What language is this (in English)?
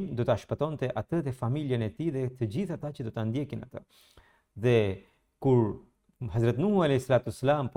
Albanian